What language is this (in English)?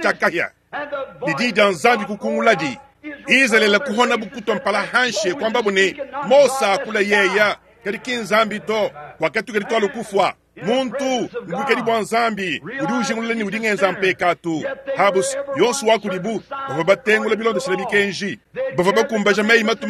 Luba-Lulua